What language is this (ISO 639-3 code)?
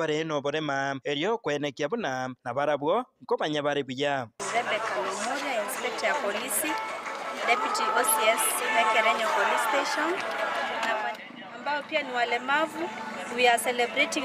guz